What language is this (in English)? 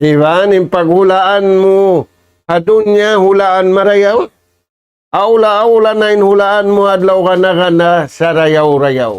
Tausug